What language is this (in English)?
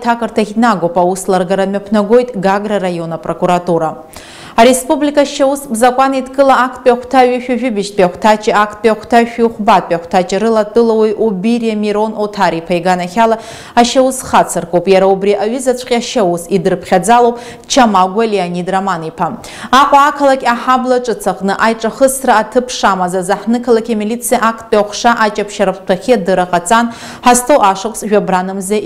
Abkhazian